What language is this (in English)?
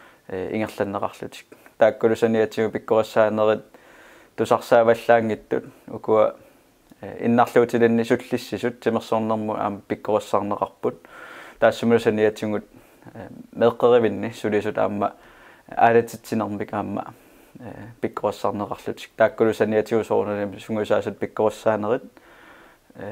Kalaallisut